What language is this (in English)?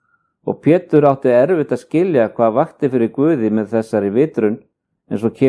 Icelandic